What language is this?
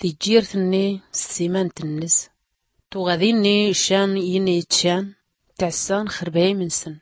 Tachelhit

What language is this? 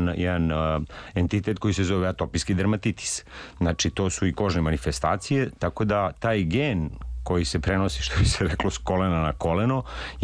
Serbian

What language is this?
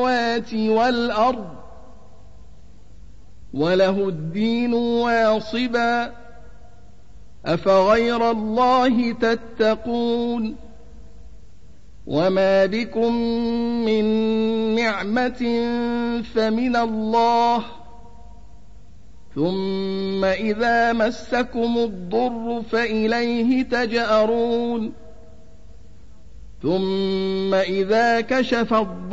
Arabic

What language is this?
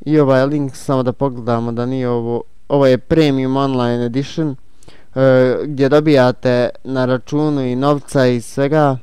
Bosnian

